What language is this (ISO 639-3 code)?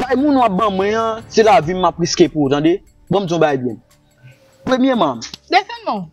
hat